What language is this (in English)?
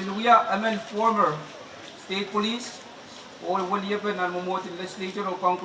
Pohnpeian